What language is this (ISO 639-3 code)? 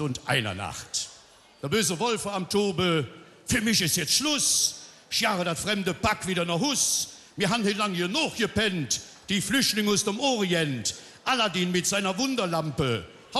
ksh